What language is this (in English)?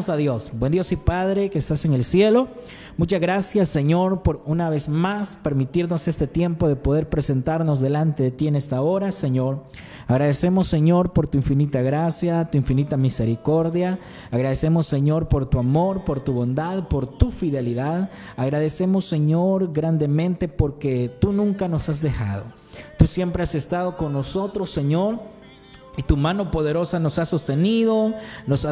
Spanish